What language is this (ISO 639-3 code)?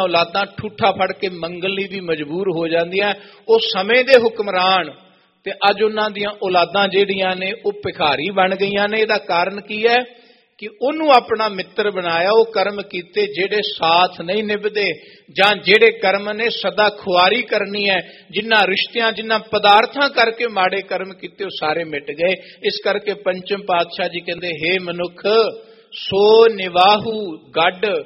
pan